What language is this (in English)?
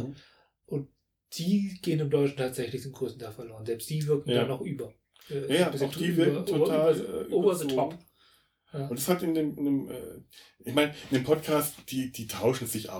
German